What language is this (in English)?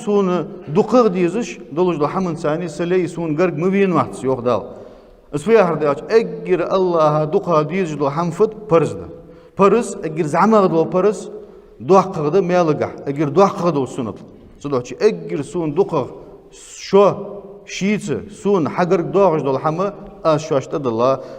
Ingush